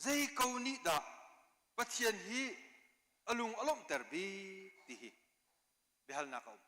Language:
Hakha Chin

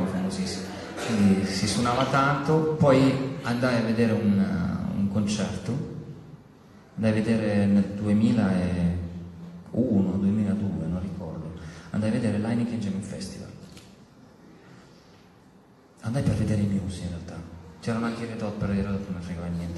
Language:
Italian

